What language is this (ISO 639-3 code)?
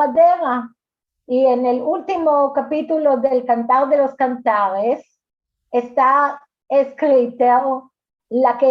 lad